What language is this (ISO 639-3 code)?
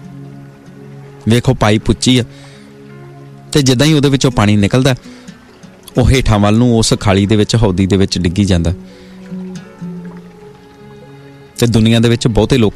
pan